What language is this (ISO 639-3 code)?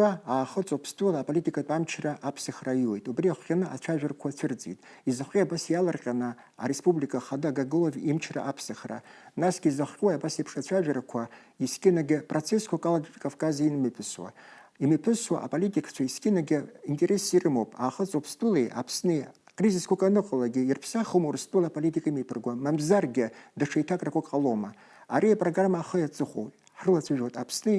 abk